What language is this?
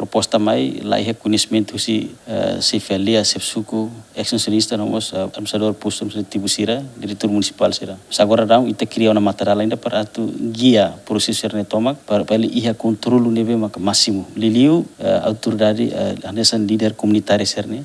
Tetum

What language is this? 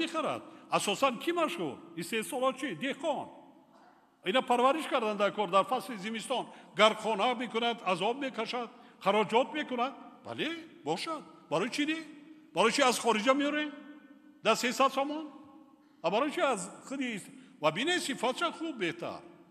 Tajik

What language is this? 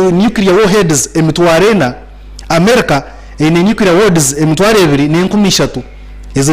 Nyankole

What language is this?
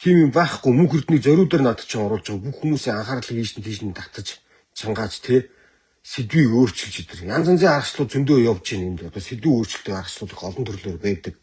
Mongolian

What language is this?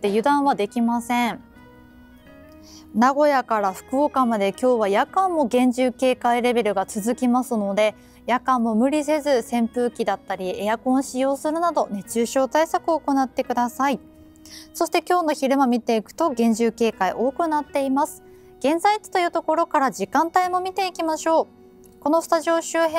Japanese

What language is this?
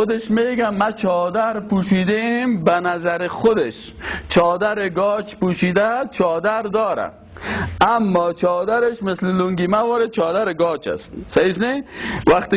Persian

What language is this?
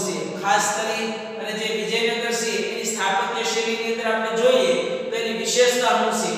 Gujarati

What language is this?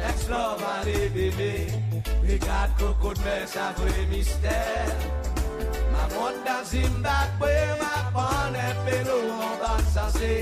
Seselwa Creole French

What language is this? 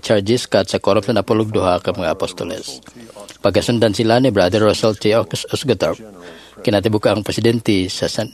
Cebuano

